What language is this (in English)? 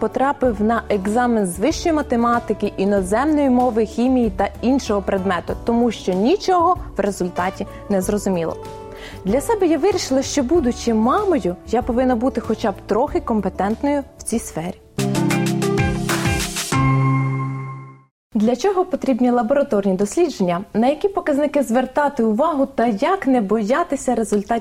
Ukrainian